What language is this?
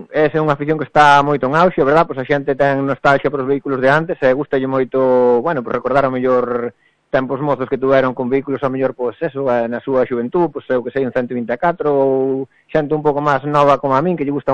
Galician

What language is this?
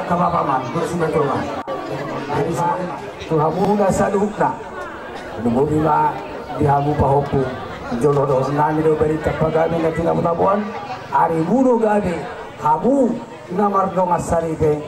Batak Toba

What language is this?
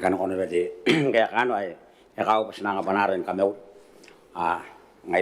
Gilbertese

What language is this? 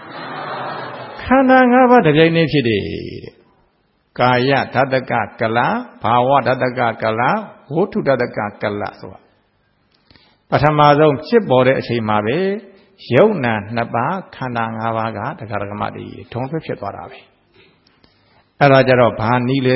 Burmese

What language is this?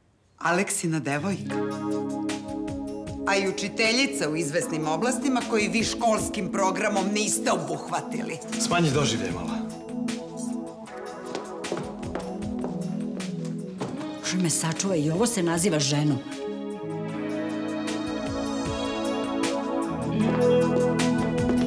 Serbian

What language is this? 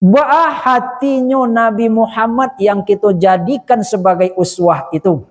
Minangkabau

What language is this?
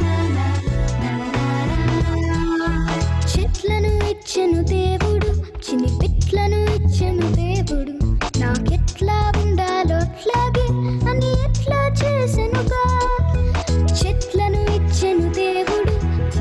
Telugu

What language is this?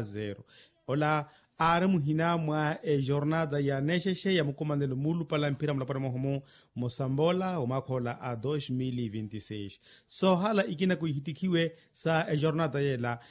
Makhuwa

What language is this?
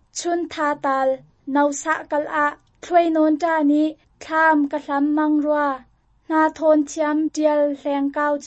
Hakha Chin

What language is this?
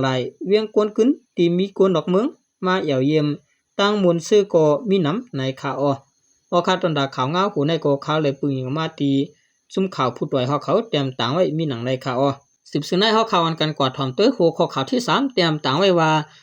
Shan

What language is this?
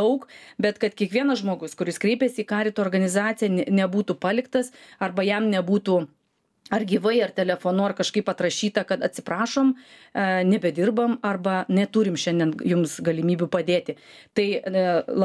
Lithuanian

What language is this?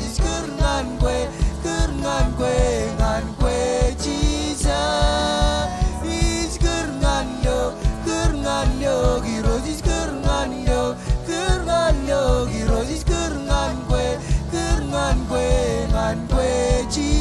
Marshallese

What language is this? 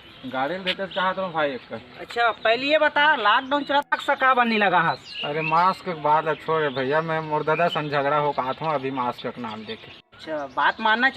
Chhattisgarhi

